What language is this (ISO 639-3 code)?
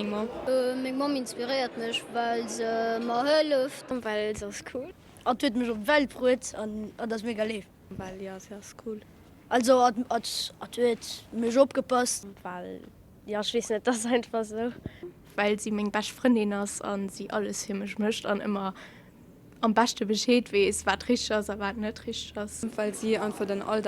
ltz